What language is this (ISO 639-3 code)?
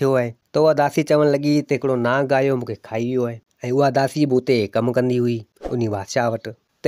snd